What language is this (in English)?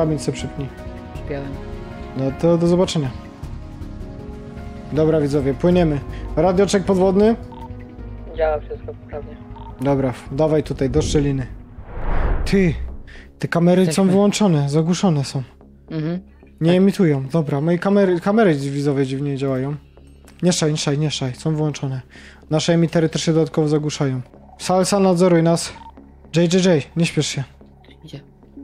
Polish